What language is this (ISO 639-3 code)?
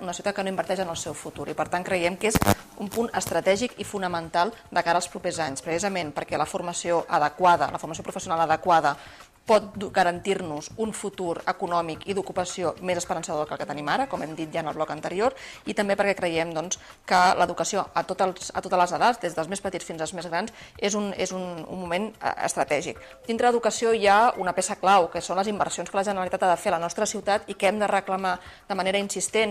cat